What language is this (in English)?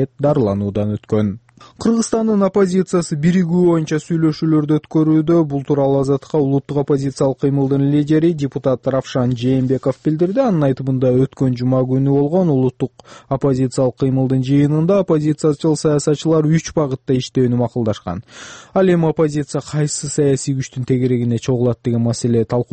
Kyrgyz